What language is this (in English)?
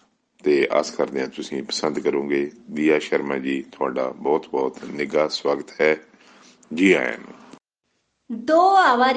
Punjabi